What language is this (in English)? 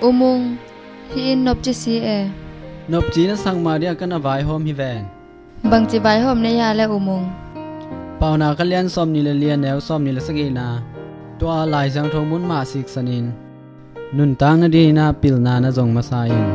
Tedim Chin